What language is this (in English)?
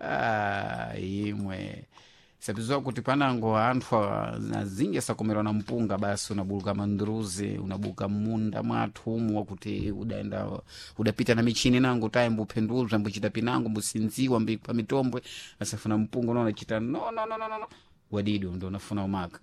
Sena